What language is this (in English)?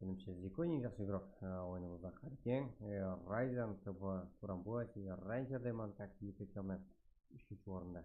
Kara-Kalpak